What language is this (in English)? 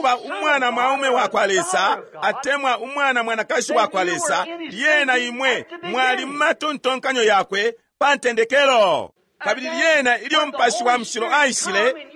Bemba